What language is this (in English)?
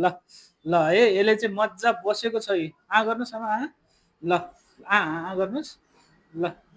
Nepali